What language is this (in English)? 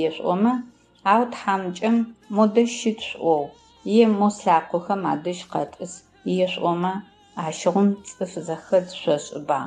Adyghe